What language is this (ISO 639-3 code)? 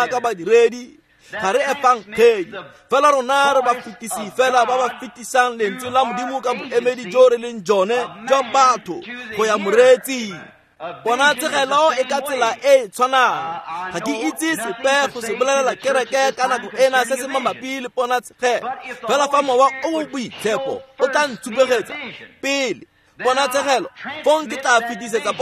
tsn